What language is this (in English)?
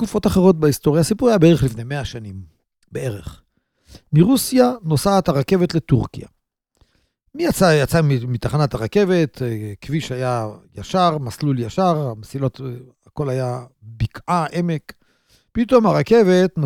Hebrew